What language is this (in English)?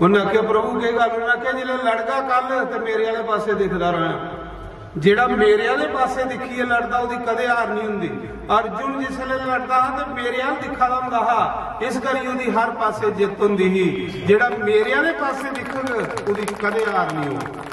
Dogri